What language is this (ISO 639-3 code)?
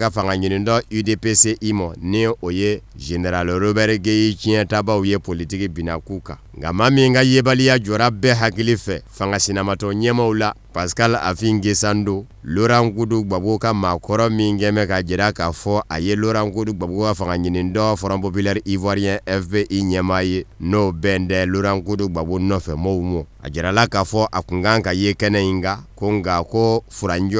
bam